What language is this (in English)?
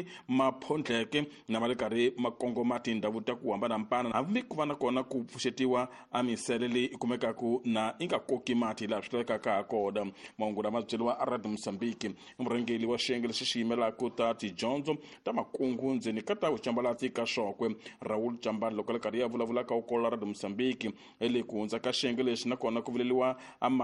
Tsonga